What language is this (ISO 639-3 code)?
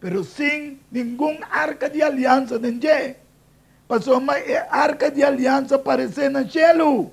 pap